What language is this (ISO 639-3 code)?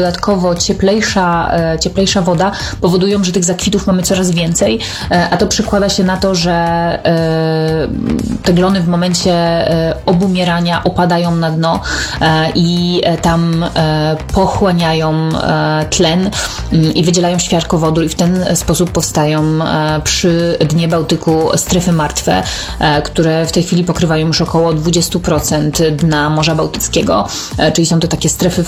pol